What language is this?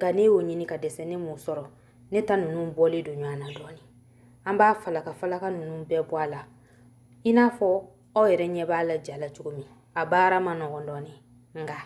Bambara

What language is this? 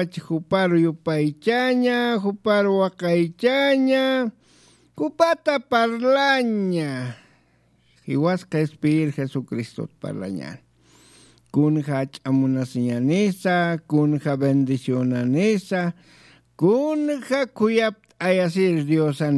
Aymara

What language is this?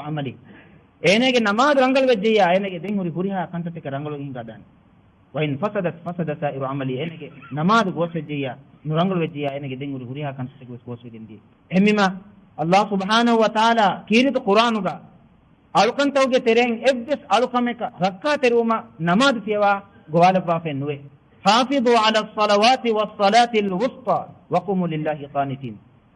Divehi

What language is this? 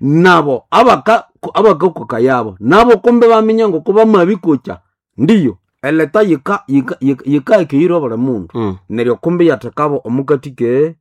Nande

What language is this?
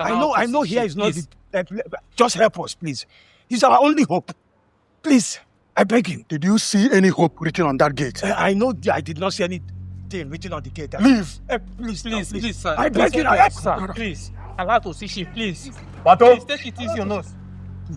Nigerian Pidgin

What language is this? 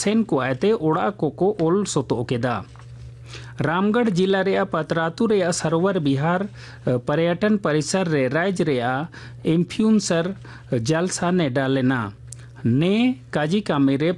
Hindi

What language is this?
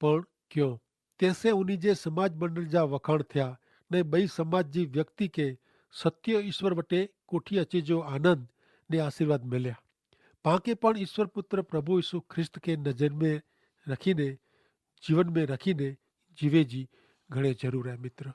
Kachhi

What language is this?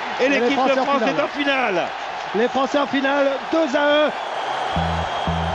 French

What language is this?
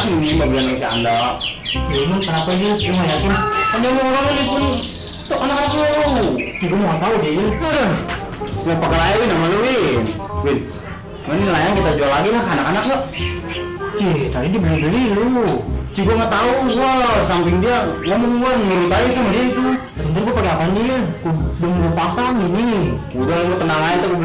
Betawi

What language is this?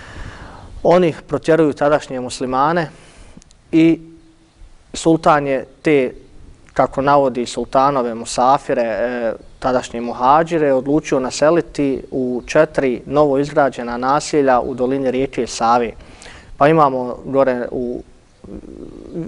Bosnian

